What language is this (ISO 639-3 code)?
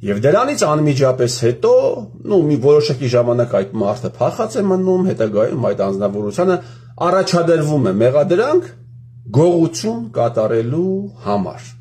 hye